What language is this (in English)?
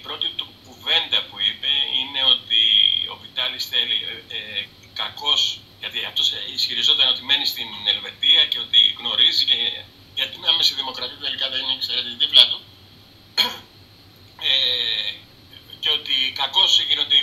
Greek